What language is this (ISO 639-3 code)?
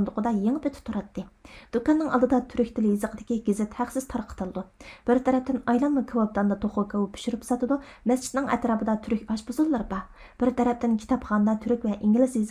uig